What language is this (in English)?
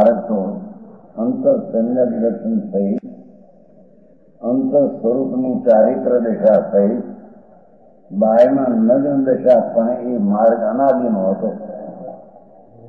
Gujarati